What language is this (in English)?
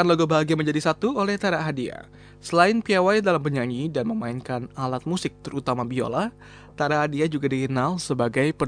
Indonesian